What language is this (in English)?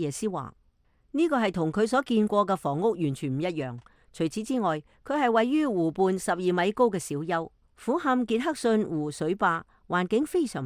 Cantonese